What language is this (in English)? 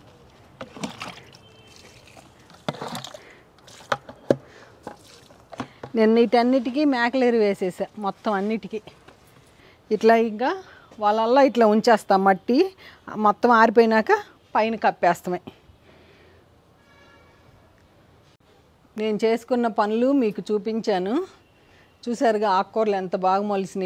Telugu